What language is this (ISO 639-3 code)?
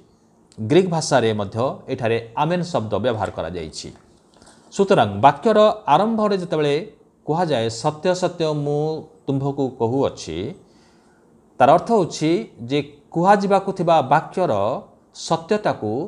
ori